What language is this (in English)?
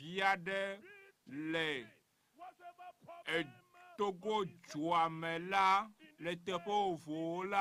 Ewe